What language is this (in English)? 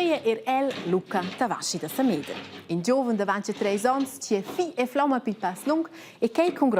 Romansh